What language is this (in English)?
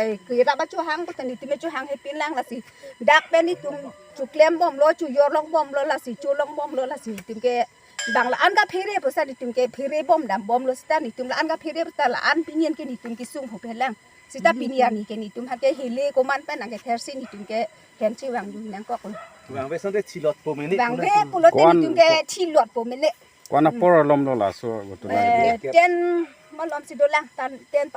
Karbi